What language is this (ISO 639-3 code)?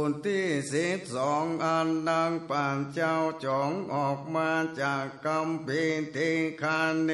nod